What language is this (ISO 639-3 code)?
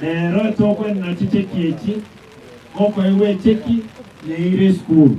guz